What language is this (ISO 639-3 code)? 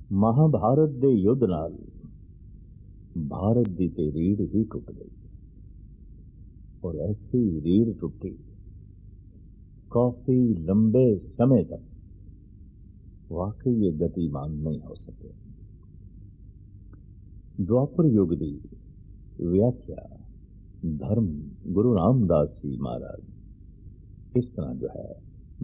pan